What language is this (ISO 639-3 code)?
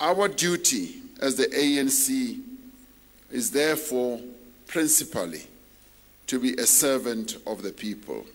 eng